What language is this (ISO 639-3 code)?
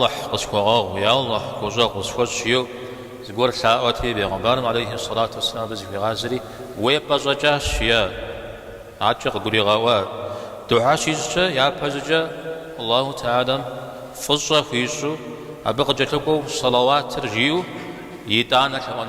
kbd